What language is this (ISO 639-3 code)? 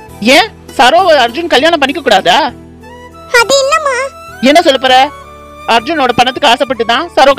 tam